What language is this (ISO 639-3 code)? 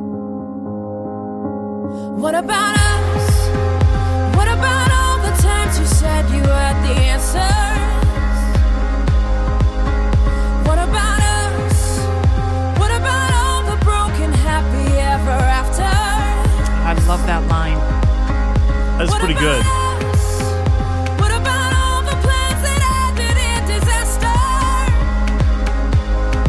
eng